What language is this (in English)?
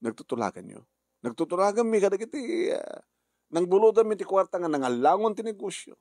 Iloko